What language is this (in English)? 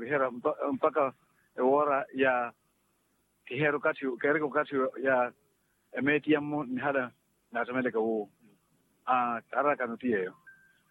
Makhuwa